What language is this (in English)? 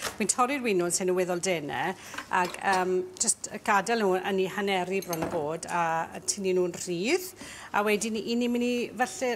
Welsh